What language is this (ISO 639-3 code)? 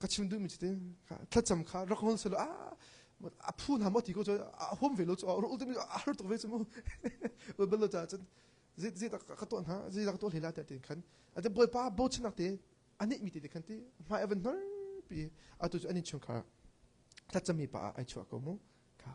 cnh